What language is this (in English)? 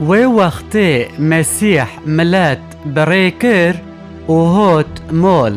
Kurdish